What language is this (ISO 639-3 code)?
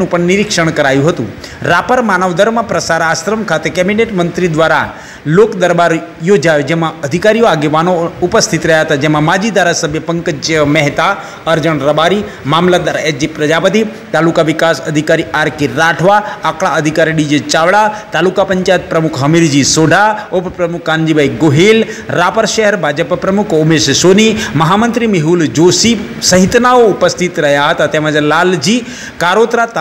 guj